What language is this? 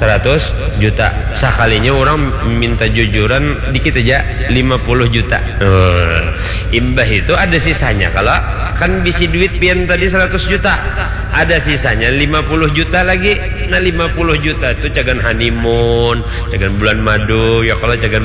Banjar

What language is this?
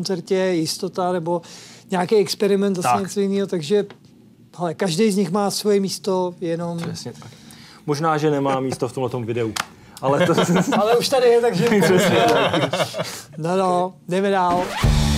Czech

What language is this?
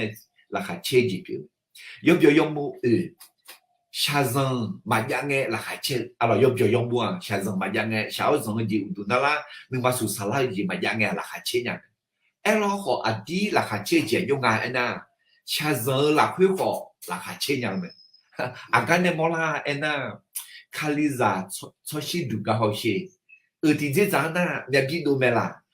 Akha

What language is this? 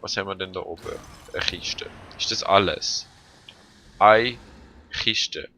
Swiss German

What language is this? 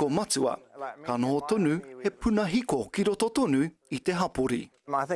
Māori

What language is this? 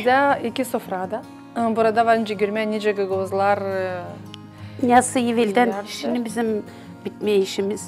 Gagauz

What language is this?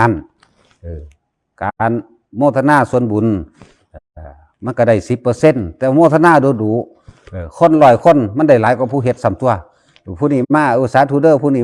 Northeastern Thai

